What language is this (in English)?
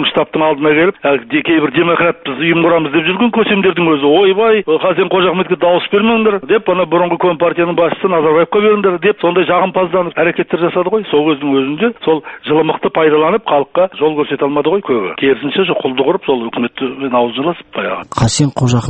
Kazakh